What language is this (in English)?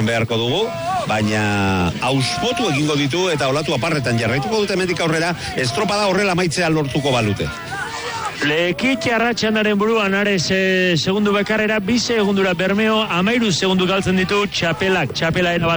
Basque